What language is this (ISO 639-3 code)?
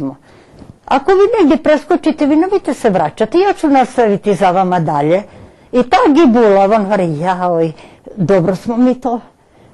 rue